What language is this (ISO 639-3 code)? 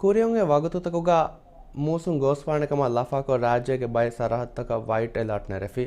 div